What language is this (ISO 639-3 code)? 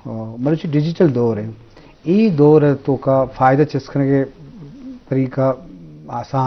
bgp